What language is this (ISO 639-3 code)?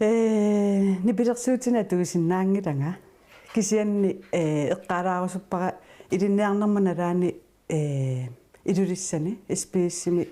kal